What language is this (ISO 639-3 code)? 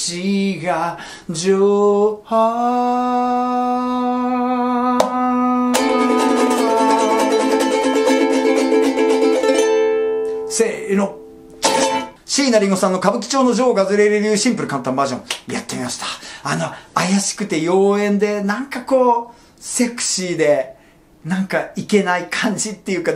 jpn